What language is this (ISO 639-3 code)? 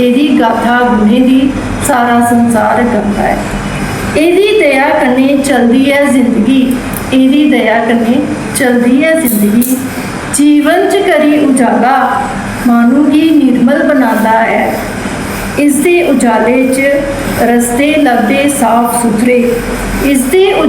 doi